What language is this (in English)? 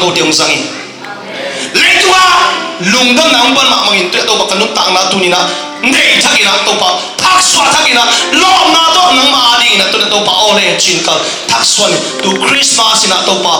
Tedim Chin